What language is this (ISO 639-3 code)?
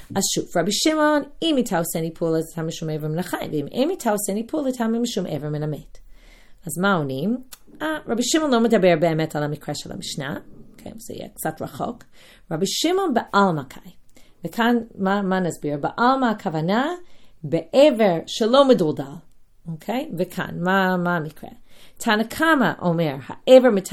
heb